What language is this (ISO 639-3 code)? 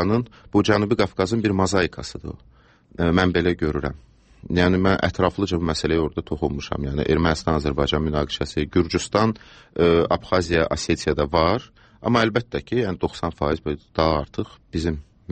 aze